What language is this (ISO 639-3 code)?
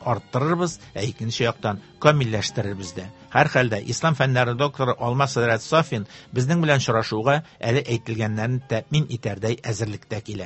tat